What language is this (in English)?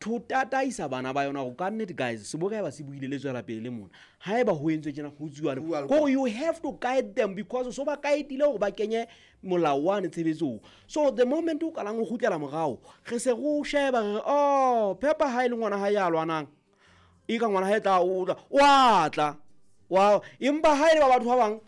Southern Sotho